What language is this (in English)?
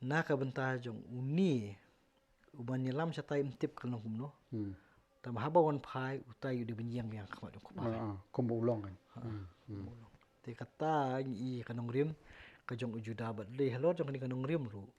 Khasi